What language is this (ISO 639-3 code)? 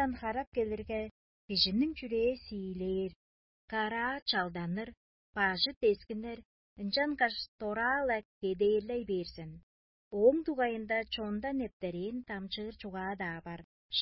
tyv